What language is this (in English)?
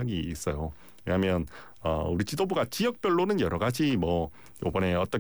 Korean